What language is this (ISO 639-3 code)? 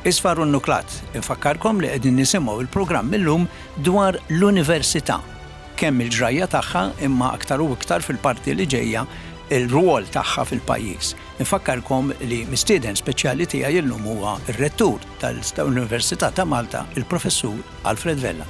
mlt